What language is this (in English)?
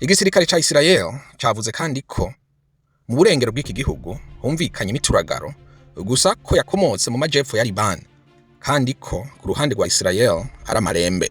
Rundi